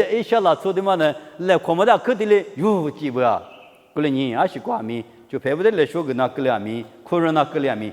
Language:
Lisu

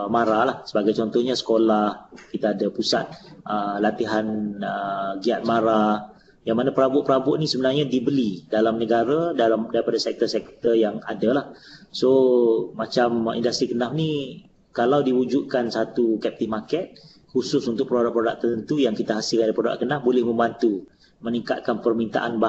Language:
Malay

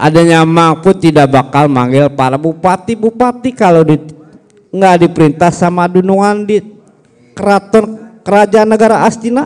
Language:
Betawi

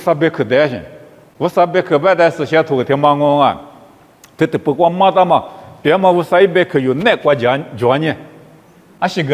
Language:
Lisu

